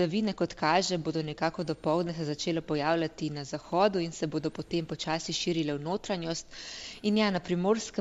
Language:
Slovenian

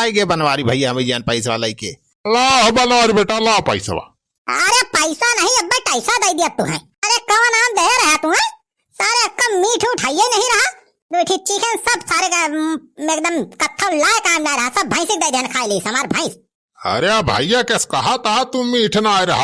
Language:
Awadhi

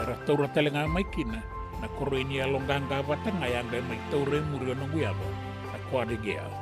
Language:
Fijian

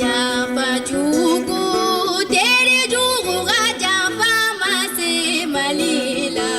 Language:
Bambara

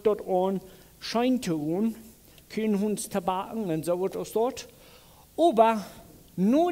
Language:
Plautdietsch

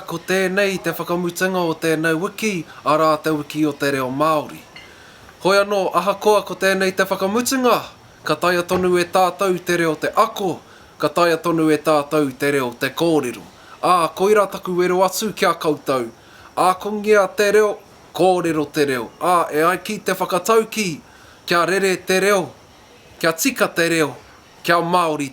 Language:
Māori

